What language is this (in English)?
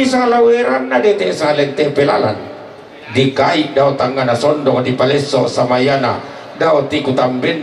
Toraja-Sa'dan